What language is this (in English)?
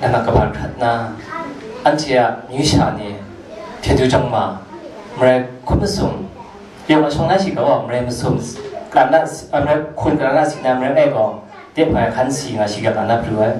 Kachin